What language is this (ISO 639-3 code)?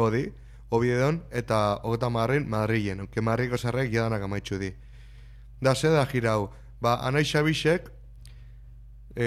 eus